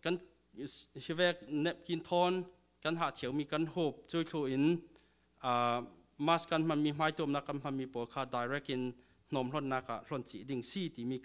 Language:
Falam Chin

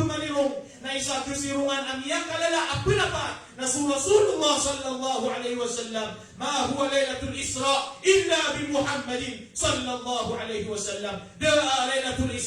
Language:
Maranao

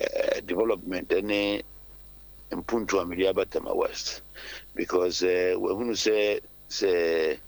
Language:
Akan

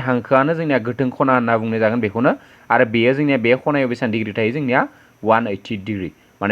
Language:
Bodo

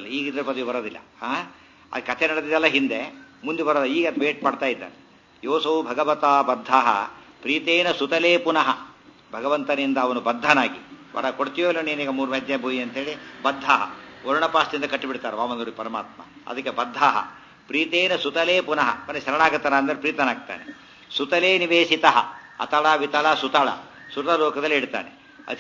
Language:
Kannada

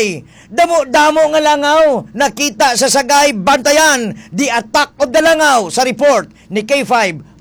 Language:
Hiligaynon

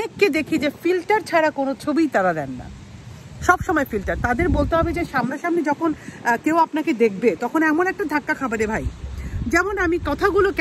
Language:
Bangla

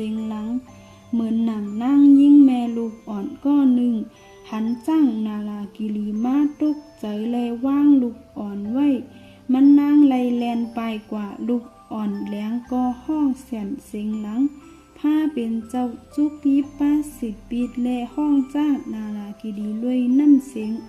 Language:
Shan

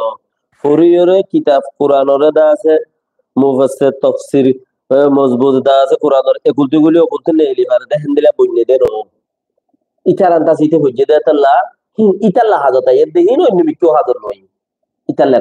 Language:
Rohingya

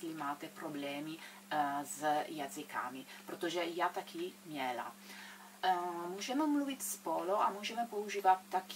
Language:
Czech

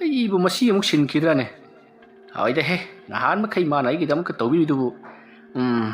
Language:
Manipuri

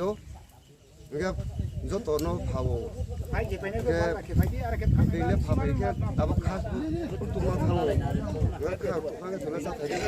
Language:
Riang (India)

